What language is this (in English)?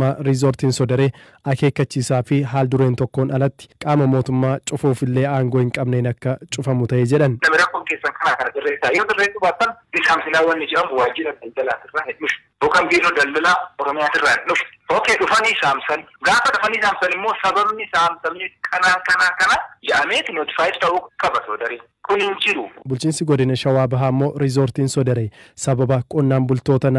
Oromo